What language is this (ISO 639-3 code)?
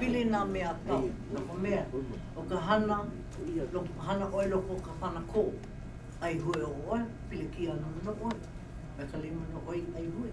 haw